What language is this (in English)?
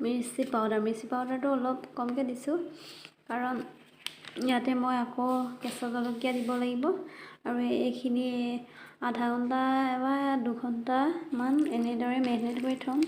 Assamese